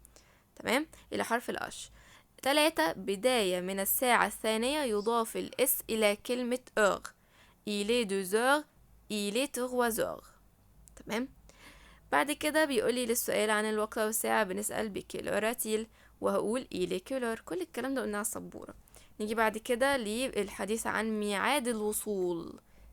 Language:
Egyptian Arabic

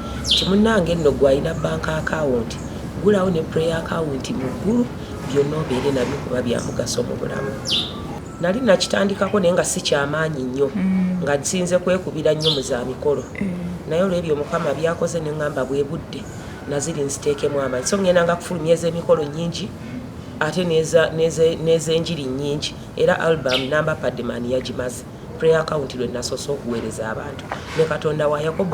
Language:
Ganda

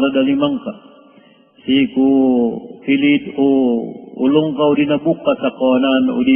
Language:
Maranao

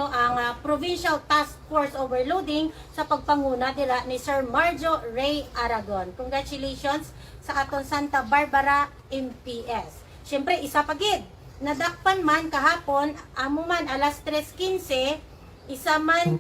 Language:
Hiligaynon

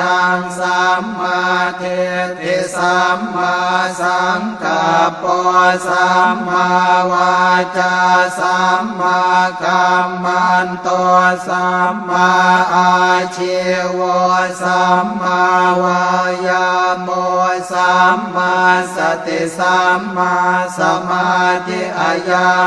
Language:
Pali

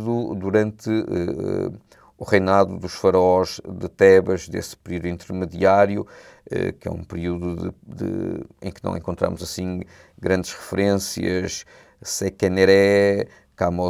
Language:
Portuguese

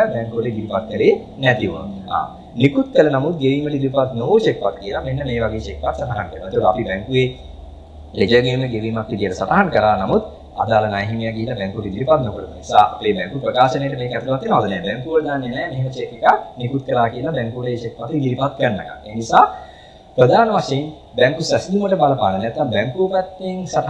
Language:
Sinhala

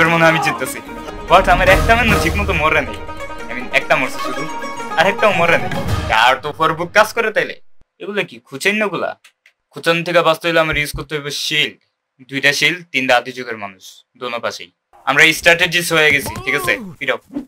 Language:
Bangla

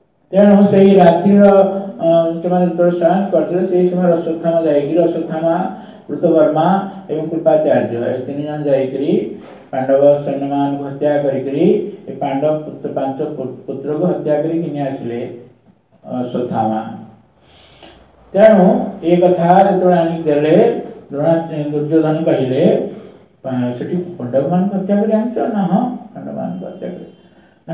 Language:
Odia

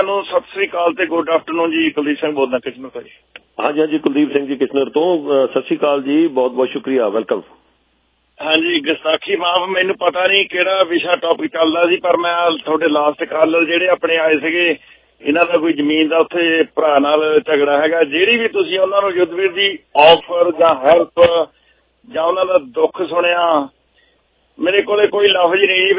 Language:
Punjabi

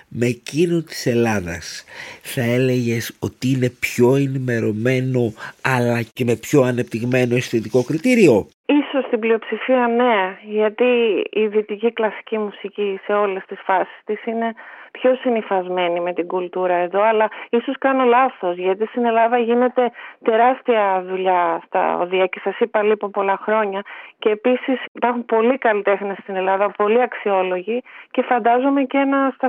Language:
Greek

